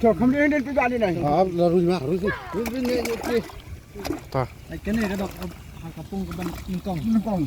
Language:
Khasi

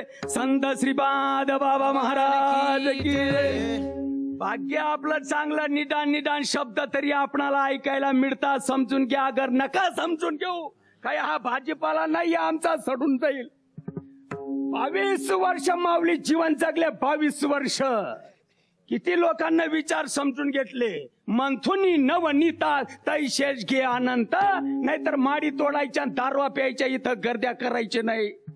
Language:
Marathi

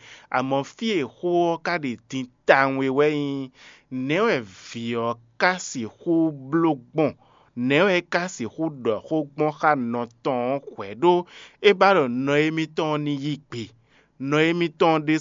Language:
Fon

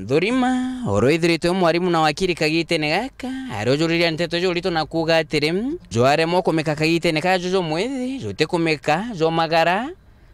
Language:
Meru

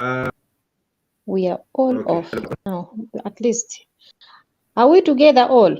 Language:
Acoli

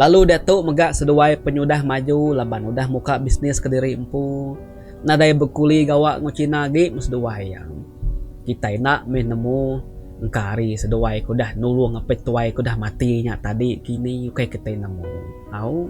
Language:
Iban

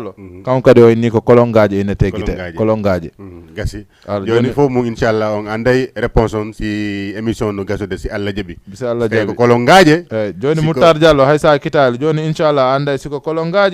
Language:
Fula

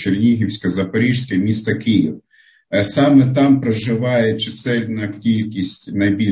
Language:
Ukrainian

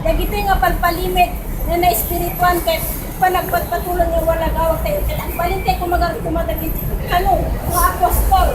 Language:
Iloko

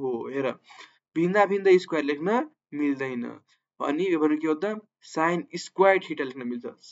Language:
Nepali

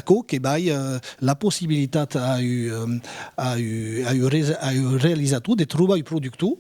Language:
Occitan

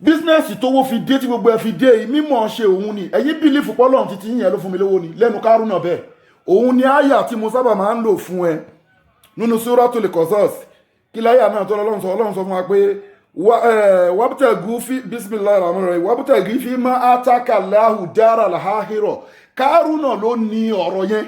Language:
Yoruba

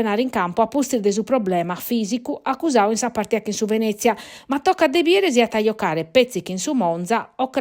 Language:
Sardinian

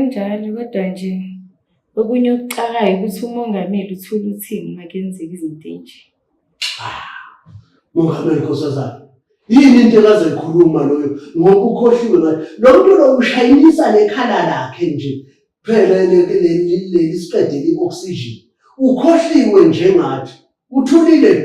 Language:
Zulu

